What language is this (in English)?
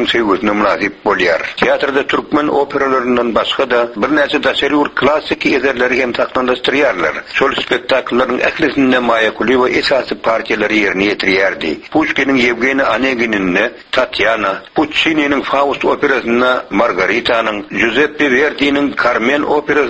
Turkmen